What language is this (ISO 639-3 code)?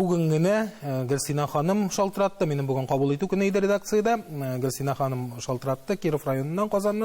tat